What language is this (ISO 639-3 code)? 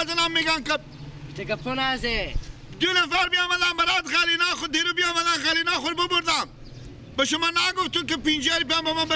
fas